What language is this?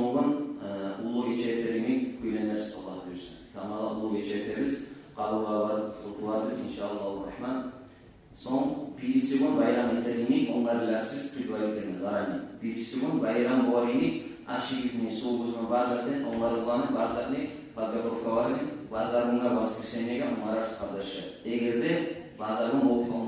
Kumyk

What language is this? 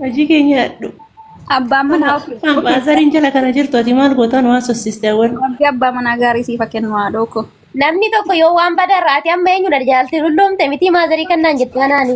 Oromo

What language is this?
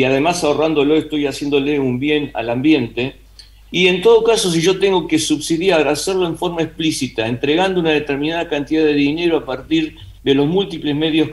Spanish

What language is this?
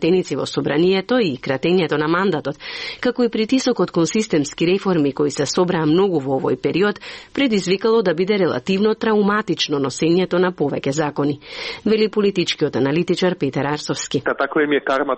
Macedonian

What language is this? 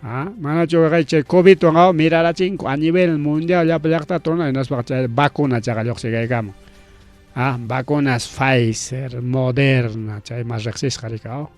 Ayacucho Quechua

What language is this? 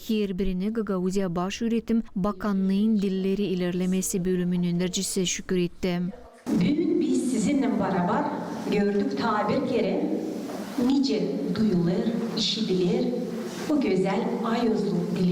Gagauz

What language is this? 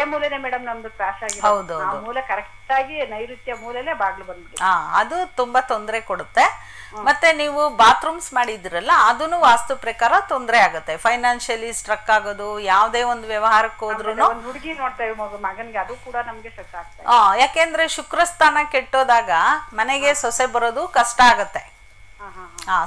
Kannada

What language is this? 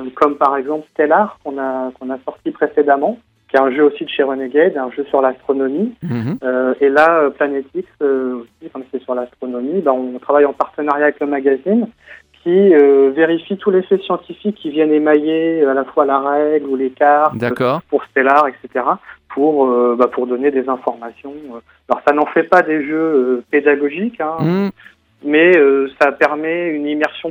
French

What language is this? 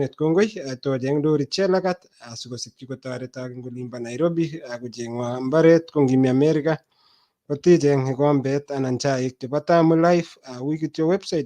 Kalenjin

